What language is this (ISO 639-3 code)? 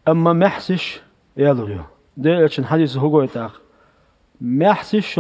che